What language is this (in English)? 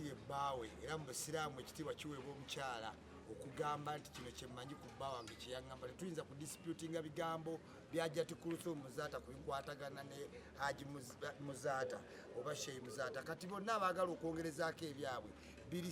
Ganda